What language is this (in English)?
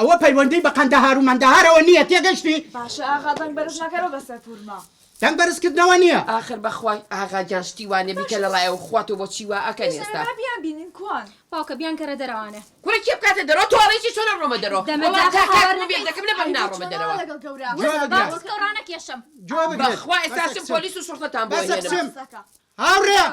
Central Kurdish